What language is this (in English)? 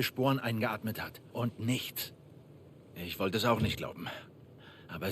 Bavarian